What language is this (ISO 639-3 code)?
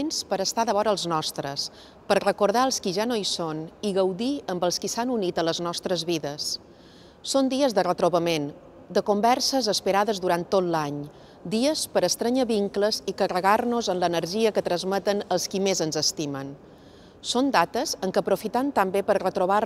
cat